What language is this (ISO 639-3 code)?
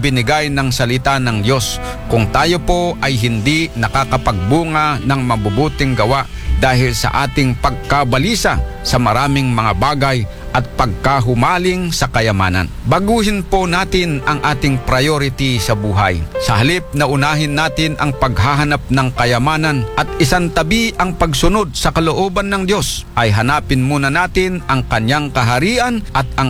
fil